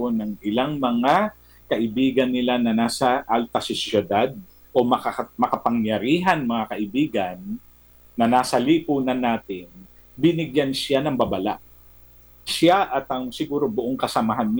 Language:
Filipino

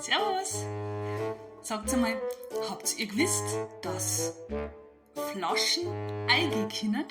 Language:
Bavarian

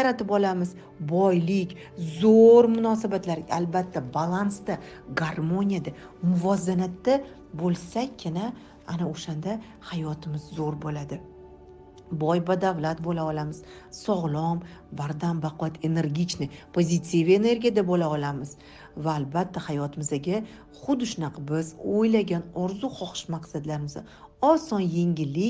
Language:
Uzbek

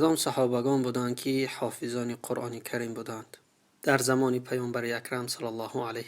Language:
Tajik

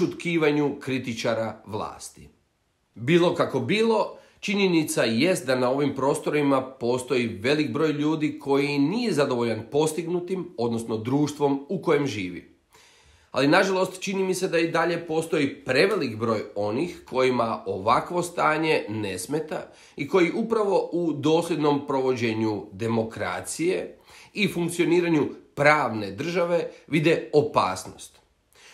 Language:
Croatian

